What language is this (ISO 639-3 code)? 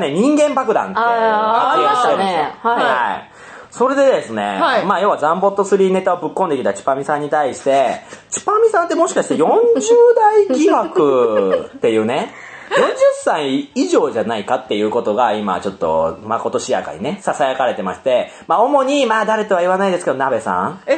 jpn